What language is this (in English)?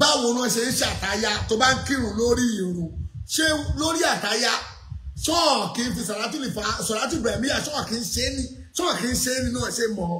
Yoruba